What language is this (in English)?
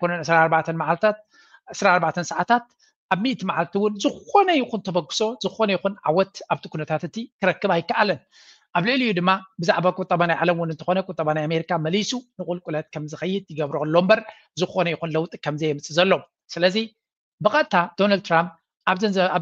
Tigrinya